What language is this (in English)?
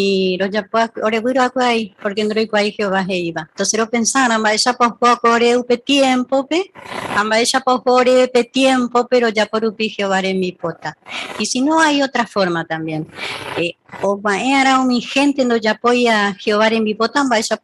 Guarani